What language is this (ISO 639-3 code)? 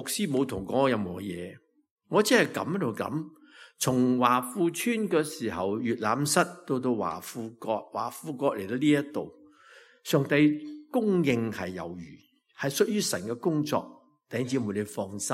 yue